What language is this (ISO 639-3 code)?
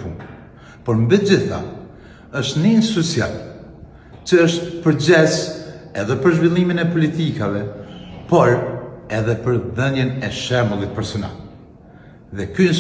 sqi